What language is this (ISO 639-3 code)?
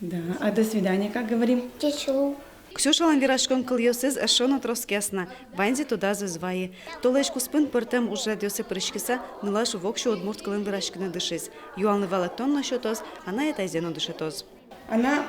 udm